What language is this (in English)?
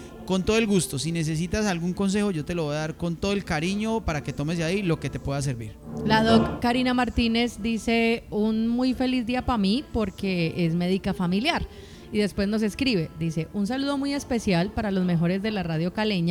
Spanish